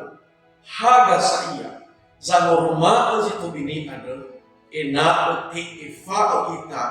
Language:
Nias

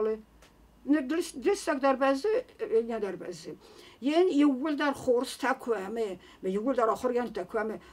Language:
Ossetic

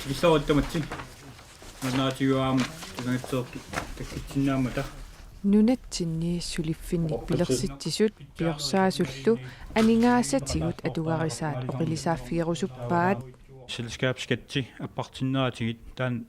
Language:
Kalaallisut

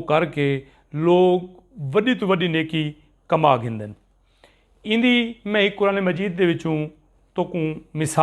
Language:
Saraiki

